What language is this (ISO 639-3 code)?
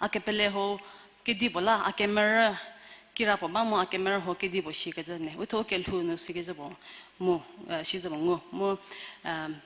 njm